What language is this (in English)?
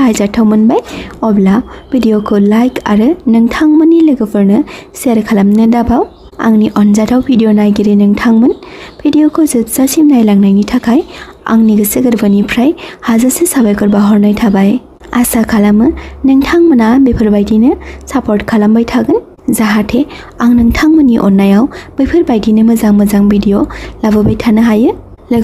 Bodo